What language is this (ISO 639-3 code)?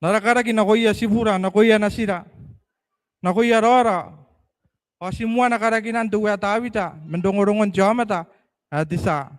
gil